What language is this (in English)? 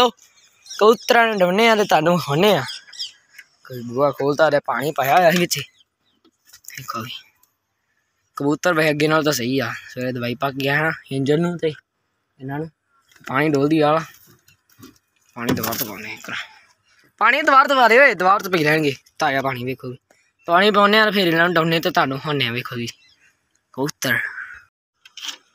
Punjabi